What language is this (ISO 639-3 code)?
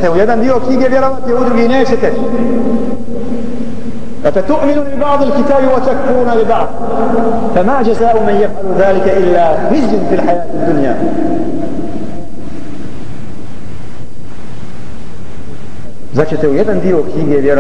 bos